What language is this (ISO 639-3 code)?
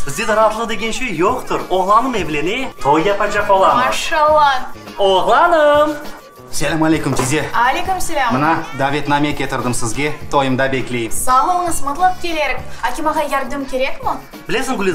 crh